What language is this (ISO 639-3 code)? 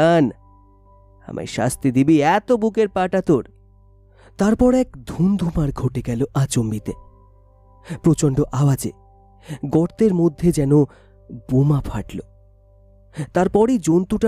ben